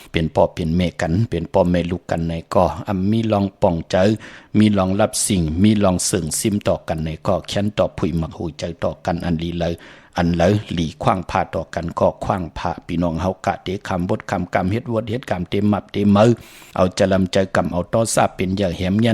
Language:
Shan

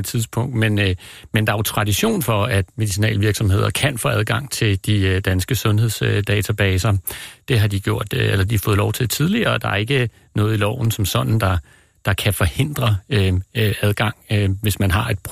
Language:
Danish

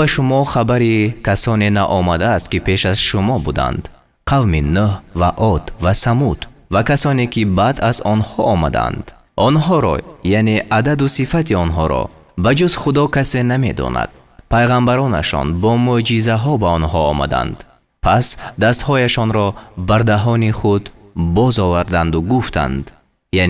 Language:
Persian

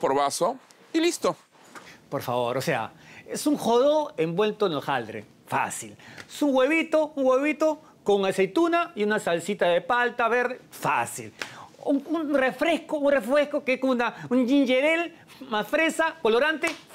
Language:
Spanish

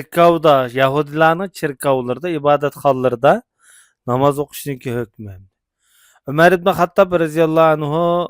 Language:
Uyghur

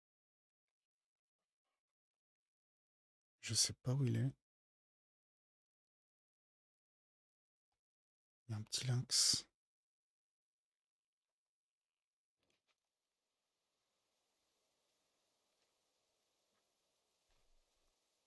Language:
French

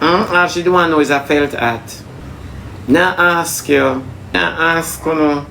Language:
Jamaican Creole English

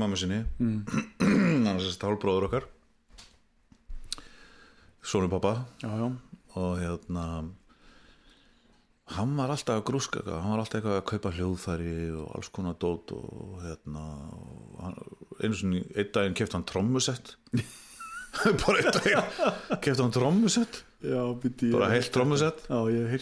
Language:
Icelandic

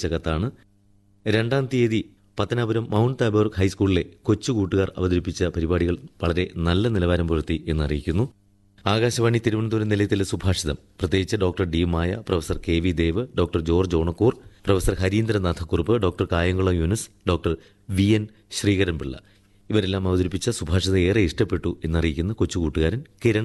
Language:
Malayalam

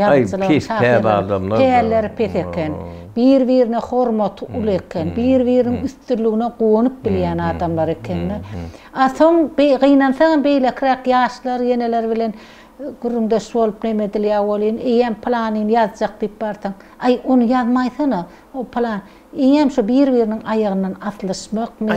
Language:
Turkmen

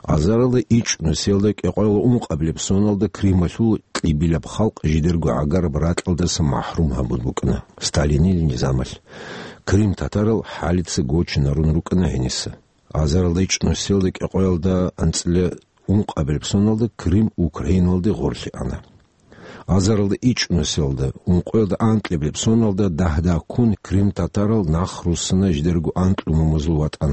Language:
Avaric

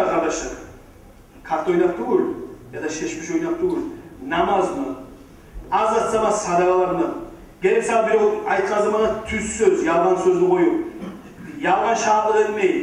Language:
Kumyk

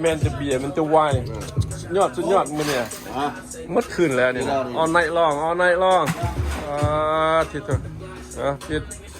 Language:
Lao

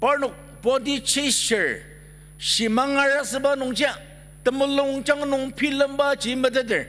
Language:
Ao Naga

